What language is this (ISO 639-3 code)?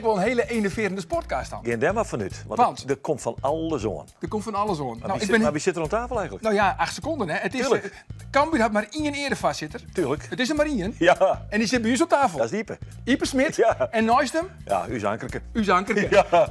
fry